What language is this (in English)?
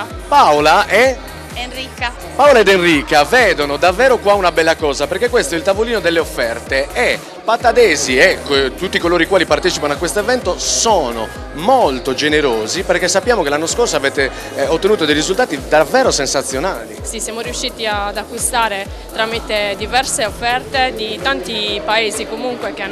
Italian